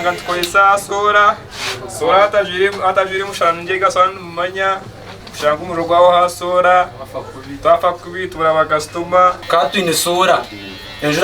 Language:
Nyankole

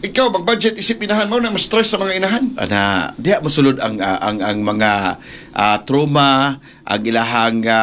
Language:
Cebuano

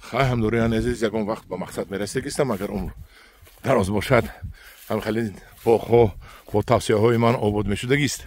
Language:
Tajik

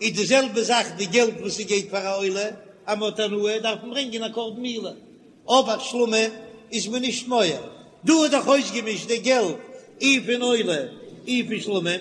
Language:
Yiddish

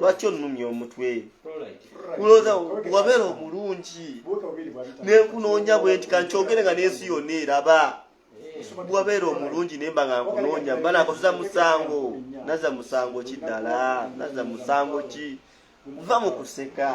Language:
Ganda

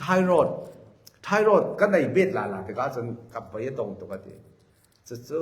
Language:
Falam Chin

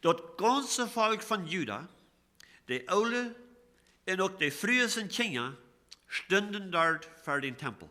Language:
Plautdietsch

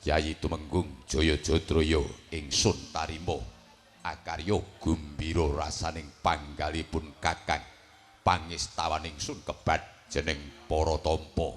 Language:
Javanese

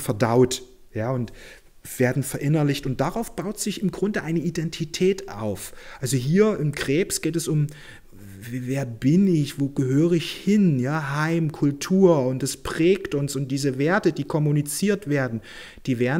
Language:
German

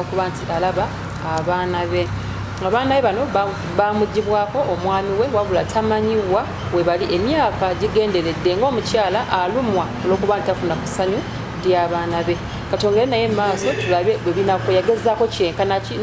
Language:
Ganda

